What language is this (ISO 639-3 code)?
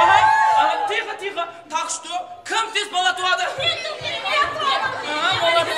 kaa